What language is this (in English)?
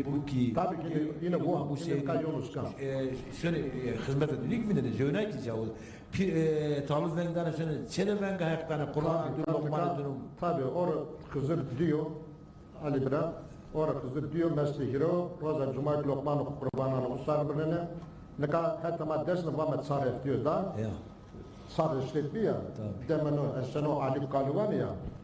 Zaza